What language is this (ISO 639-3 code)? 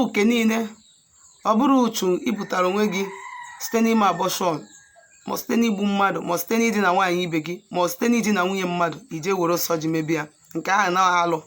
ibo